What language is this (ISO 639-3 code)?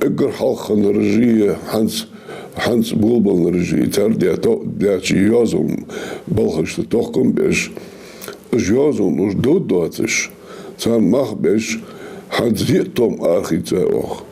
inh